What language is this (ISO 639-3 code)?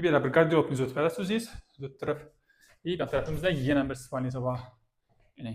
uzb